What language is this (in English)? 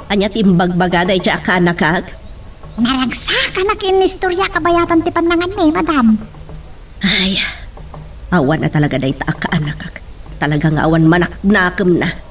Iloko